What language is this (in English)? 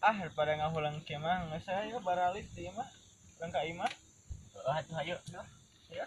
Sundanese